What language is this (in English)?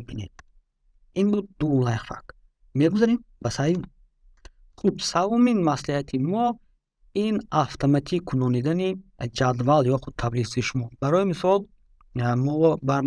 Tajik